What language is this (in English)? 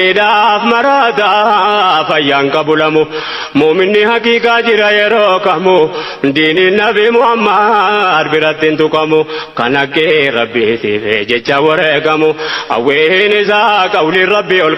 Oromo